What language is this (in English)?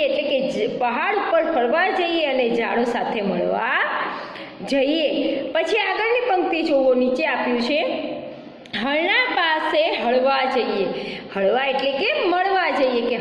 Gujarati